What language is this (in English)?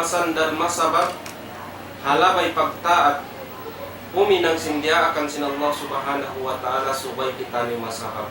Tausug